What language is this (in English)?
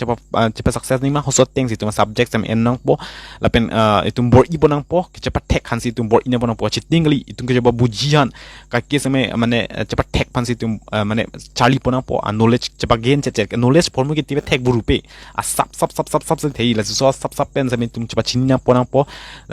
Karbi